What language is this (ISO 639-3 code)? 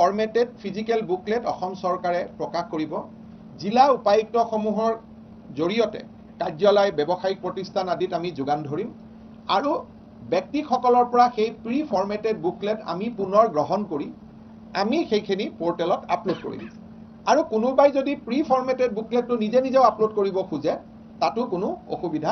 asm